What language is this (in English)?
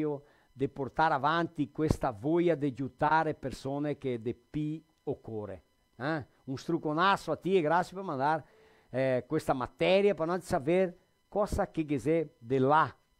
Venetian